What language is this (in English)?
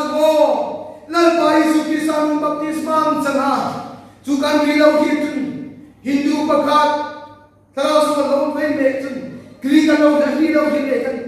Hmar